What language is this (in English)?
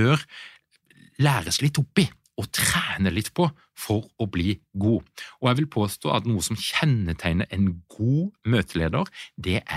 Norwegian